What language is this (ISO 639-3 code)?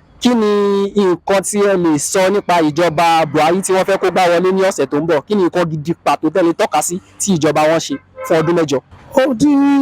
yor